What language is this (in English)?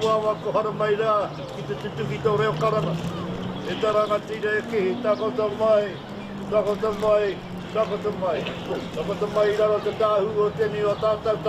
Māori